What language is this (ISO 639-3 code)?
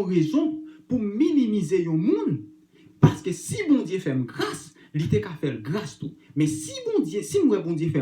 hat